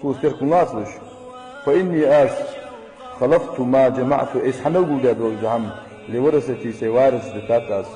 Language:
Ingush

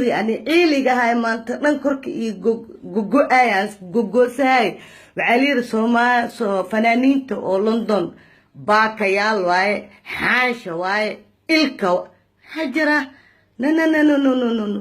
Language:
Somali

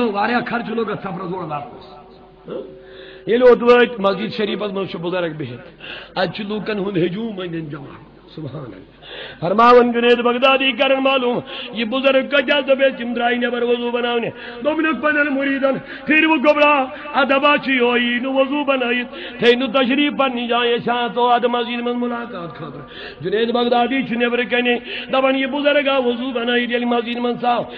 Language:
Kashmiri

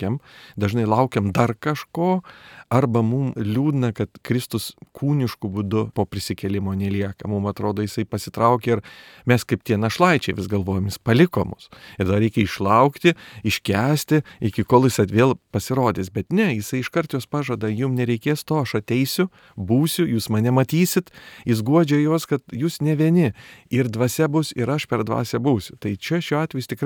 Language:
Lithuanian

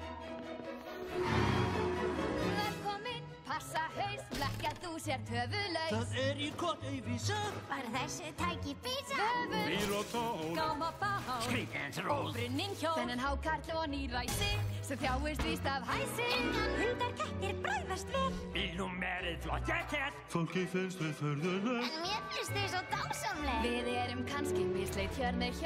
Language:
Icelandic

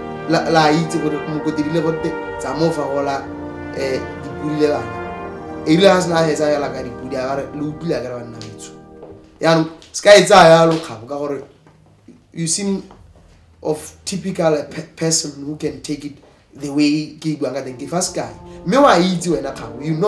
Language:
Tswana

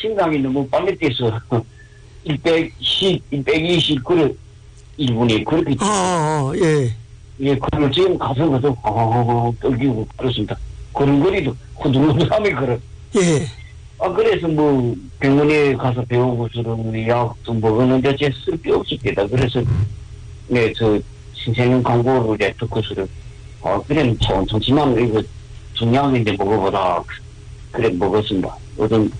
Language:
Korean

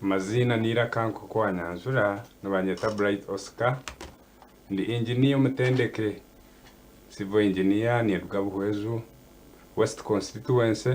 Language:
Nyankole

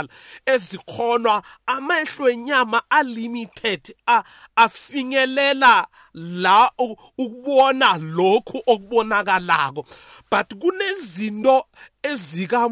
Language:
South Ndebele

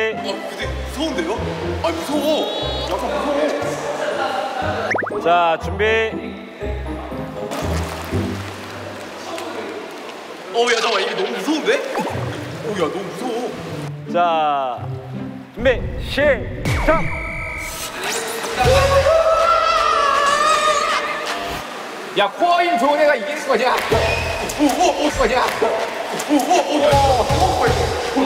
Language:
Korean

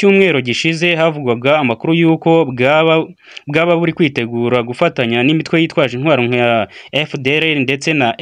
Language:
Kinyarwanda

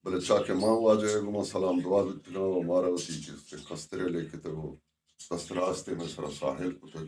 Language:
Baluchi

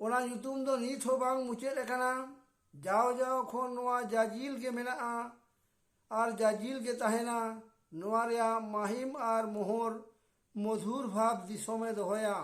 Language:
Santali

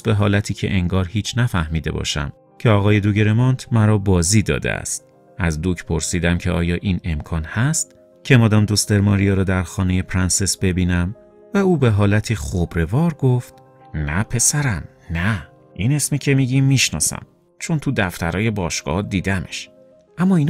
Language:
Persian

